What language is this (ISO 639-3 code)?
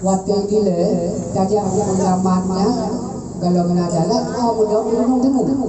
ace